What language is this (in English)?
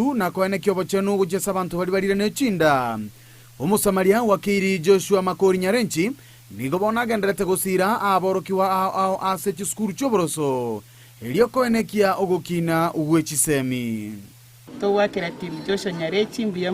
Gusii